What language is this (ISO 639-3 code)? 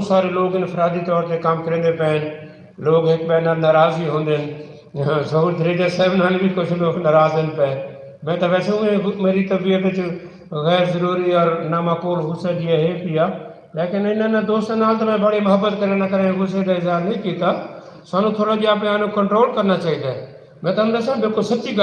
skr